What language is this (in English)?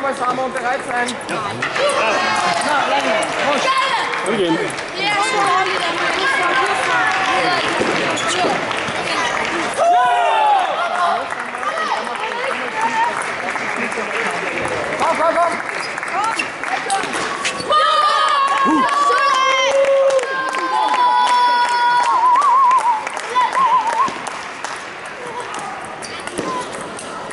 Danish